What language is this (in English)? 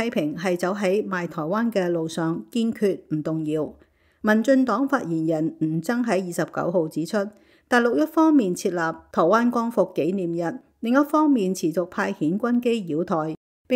Cantonese